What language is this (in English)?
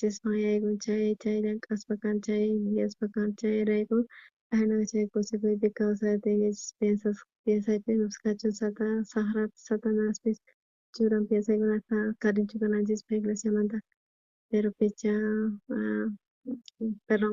South Bolivian Quechua